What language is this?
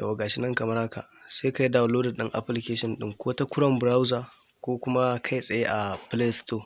Hausa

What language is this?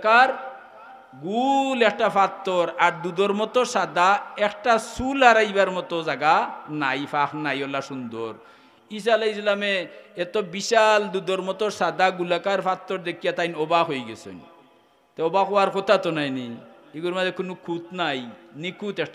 Sylheti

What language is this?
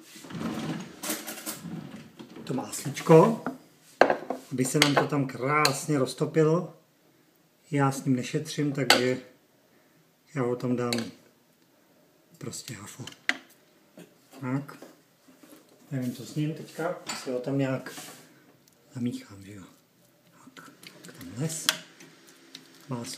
Czech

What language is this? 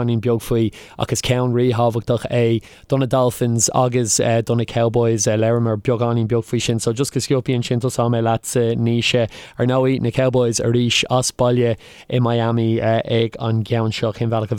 Irish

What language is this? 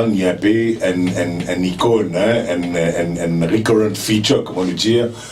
Morisyen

